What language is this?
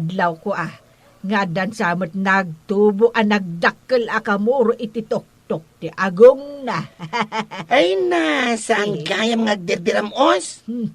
Iloko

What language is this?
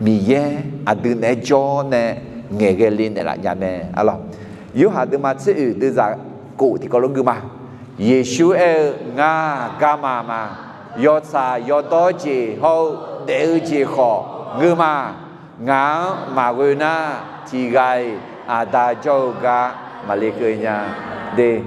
Akha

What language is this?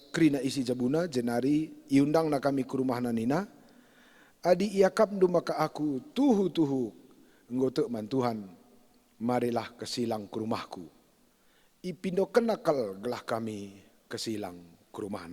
Batak Karo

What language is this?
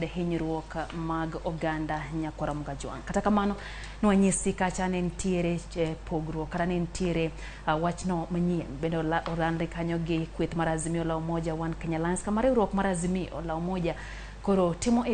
Luo (Kenya and Tanzania)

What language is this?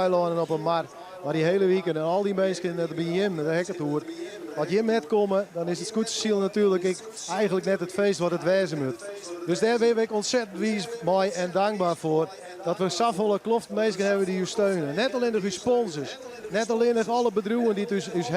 Western Frisian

